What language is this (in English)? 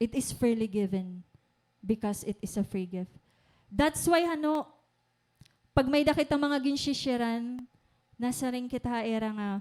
Waray